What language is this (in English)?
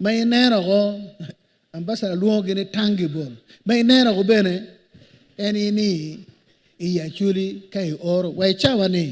Acoli